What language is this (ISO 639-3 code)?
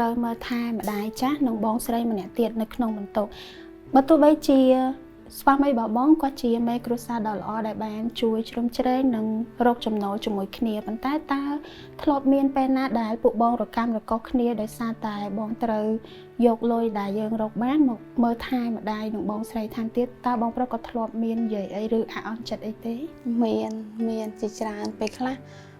khm